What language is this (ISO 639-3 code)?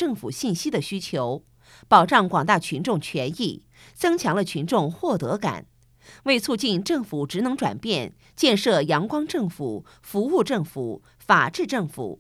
zho